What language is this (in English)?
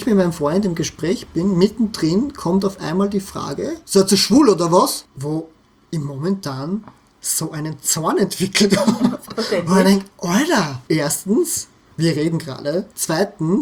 German